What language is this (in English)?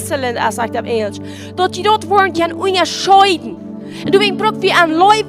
Plautdietsch